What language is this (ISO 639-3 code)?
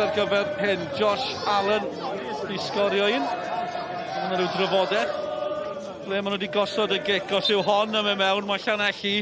cym